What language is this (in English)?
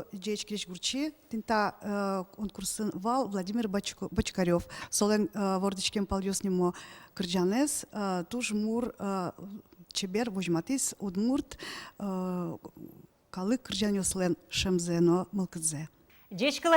Udmurt